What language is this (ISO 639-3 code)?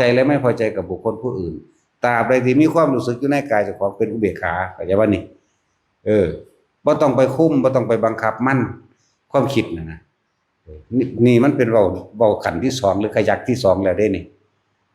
tts